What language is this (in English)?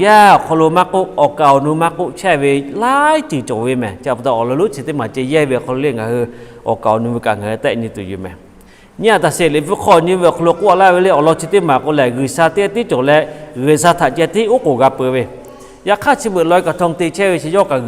Lahu